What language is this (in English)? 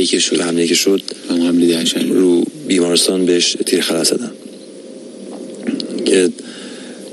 Persian